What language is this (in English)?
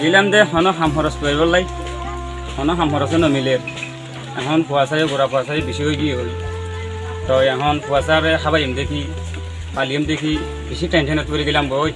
Rohingya